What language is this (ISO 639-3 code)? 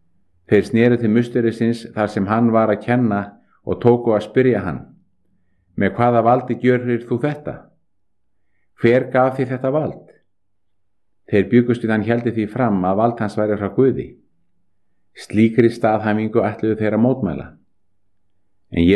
isl